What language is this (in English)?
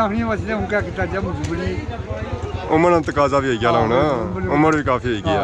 Pahari-Potwari